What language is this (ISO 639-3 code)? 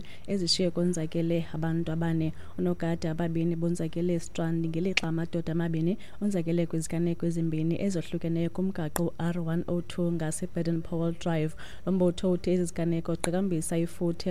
xho